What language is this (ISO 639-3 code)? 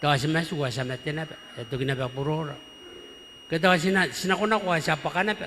gil